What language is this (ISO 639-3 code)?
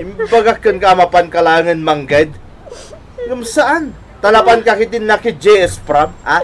ilo